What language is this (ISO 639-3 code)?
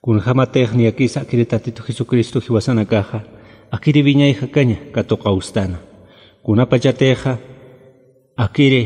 aym